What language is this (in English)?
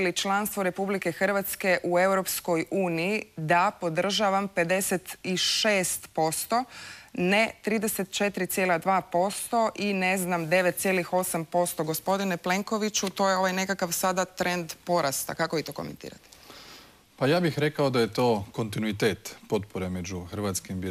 Croatian